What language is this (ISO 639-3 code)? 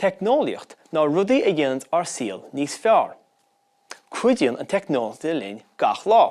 gle